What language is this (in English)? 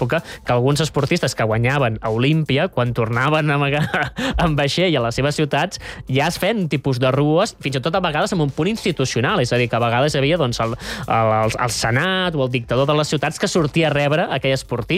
Catalan